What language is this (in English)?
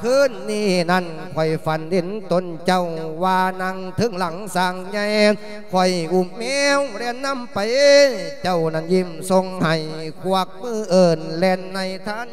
Lao